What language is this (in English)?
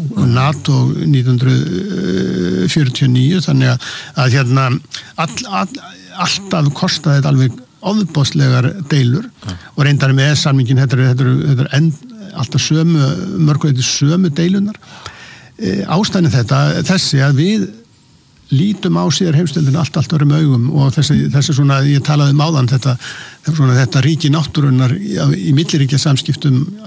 Icelandic